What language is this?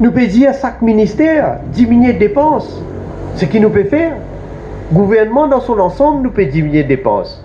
Morisyen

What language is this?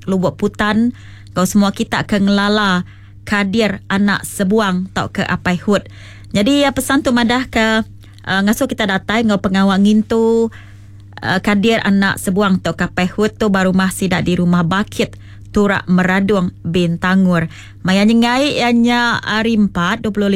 Iban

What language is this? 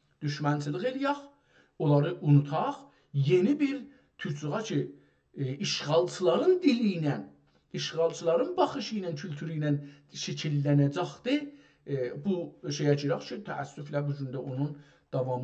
South Azerbaijani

